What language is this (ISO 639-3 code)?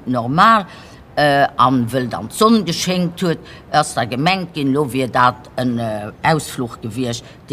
ltz